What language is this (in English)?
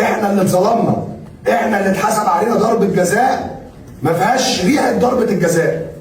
Egyptian Arabic